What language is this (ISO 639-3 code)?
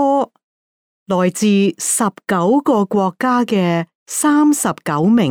yue